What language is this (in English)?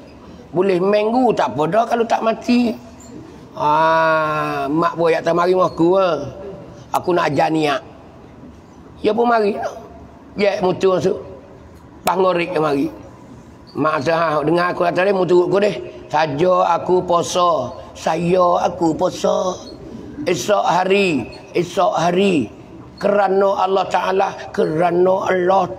Pattani Malay